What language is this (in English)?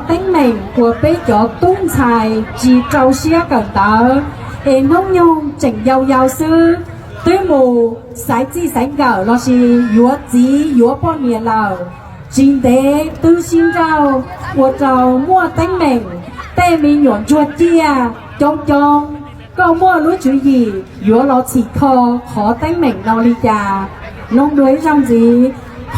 Hmong